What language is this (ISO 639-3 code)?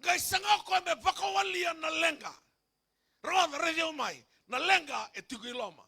fij